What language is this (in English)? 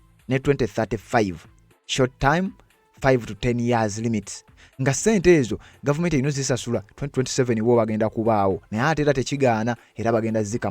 Ganda